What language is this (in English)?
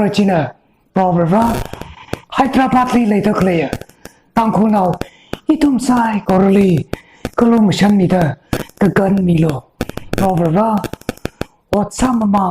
Tangkhul Naga (India)